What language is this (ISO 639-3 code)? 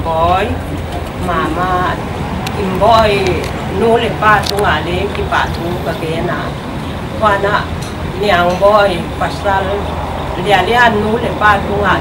pck